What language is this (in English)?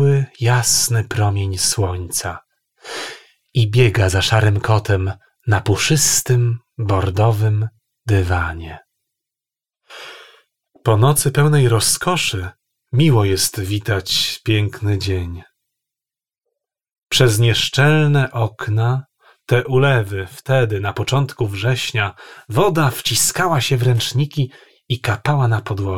Polish